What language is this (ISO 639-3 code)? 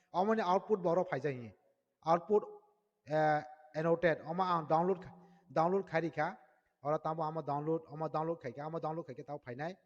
trp